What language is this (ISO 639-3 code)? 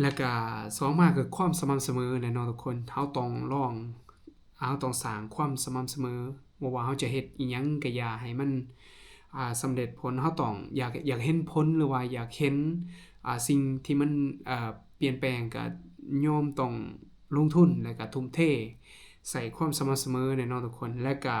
lao